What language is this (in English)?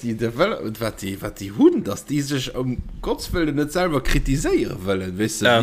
Luxembourgish